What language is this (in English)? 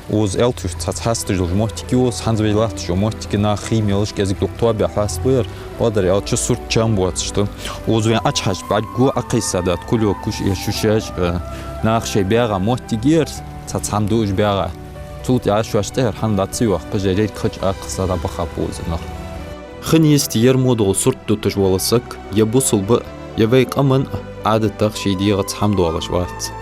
Ingush